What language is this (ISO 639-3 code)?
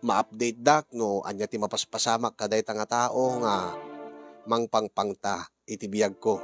ilo